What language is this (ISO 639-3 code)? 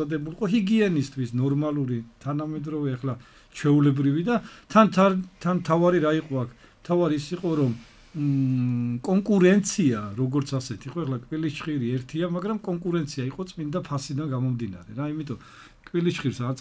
kat